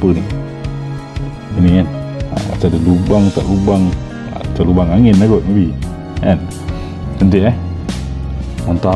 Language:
Malay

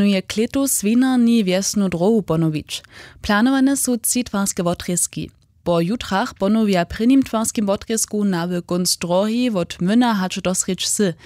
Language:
Upper Sorbian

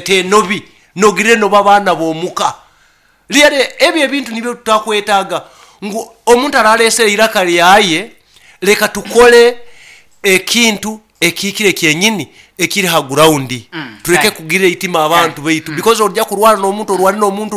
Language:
Nyoro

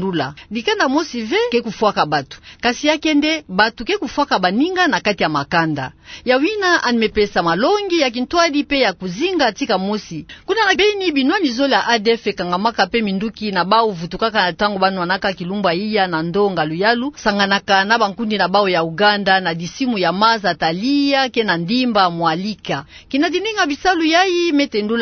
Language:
Kituba (Democratic Republic of Congo)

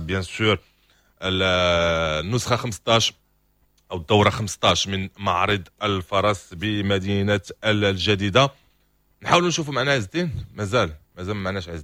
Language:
Moroccan Arabic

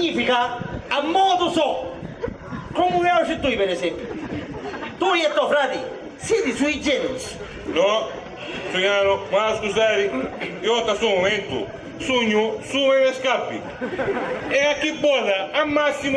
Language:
Sicilian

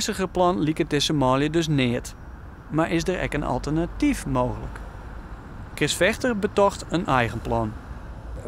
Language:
Western Frisian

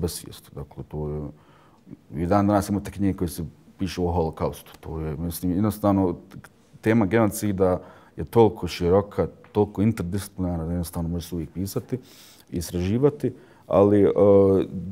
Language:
Bosnian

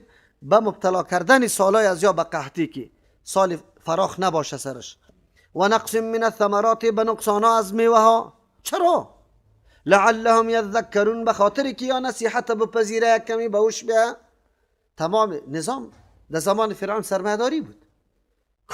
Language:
Persian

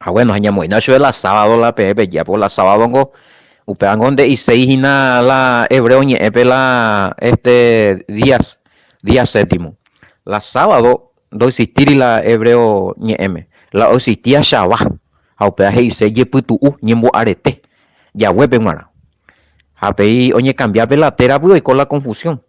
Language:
Guarani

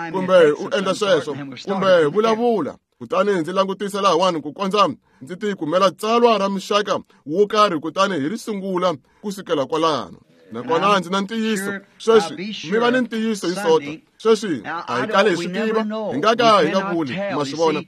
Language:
Tsonga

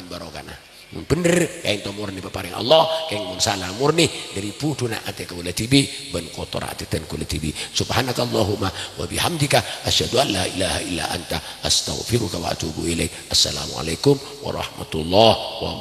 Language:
Madurese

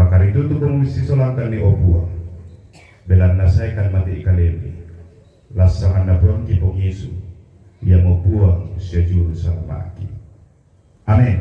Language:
Toraja-Sa'dan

